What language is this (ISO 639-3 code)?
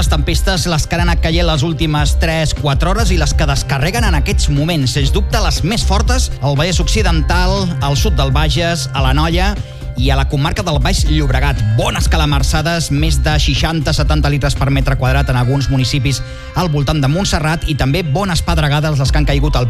cat